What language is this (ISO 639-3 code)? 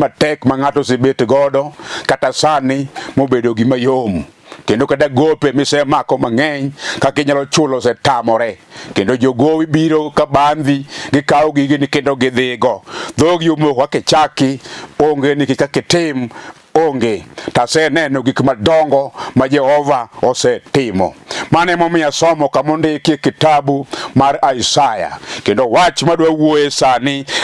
luo